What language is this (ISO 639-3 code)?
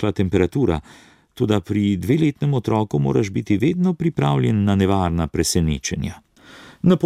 slv